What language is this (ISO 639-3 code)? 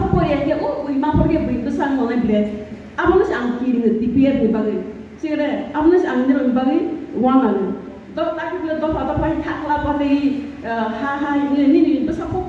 ria